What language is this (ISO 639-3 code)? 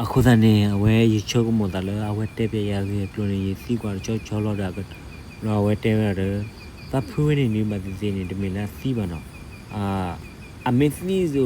ksw